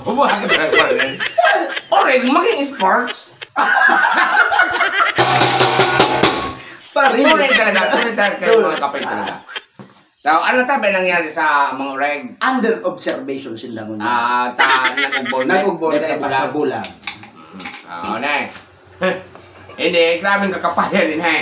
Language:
Bikol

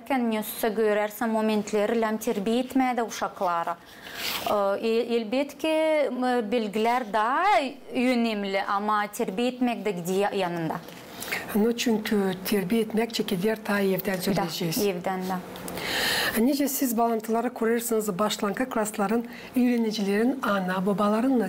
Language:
Gagauz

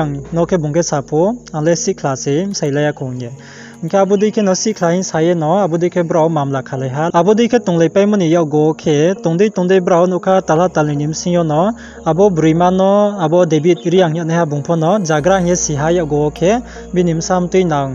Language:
Riang (India)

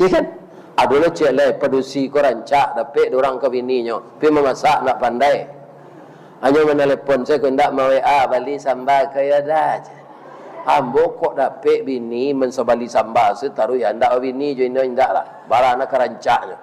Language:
Minangkabau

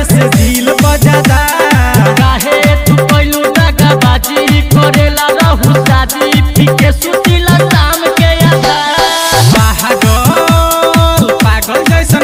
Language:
Bhojpuri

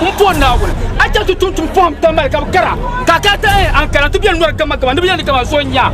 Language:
Dagbani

